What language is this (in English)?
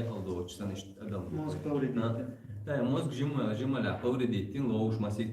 Chechen